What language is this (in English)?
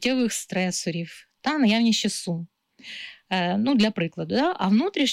Ukrainian